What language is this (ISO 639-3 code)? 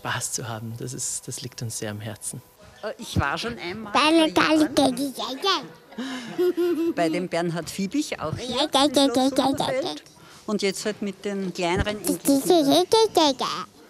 deu